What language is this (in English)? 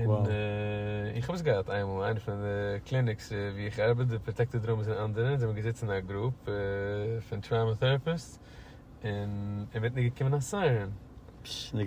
Yiddish